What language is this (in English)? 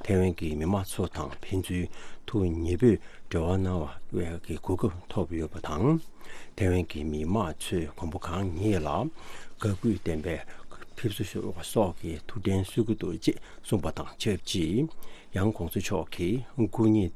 Tibetan